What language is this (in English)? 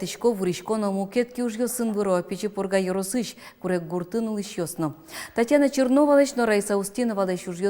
Udmurt